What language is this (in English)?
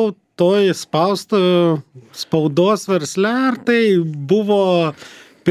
Lithuanian